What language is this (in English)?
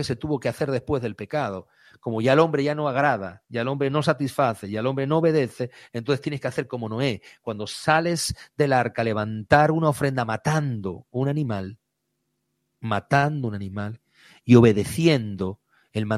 Spanish